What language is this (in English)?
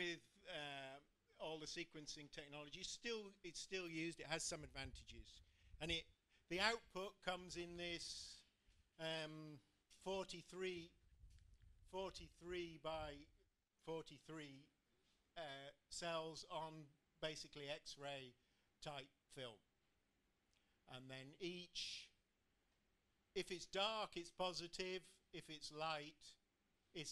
English